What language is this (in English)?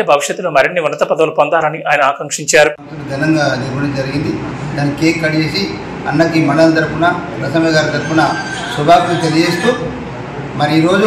Telugu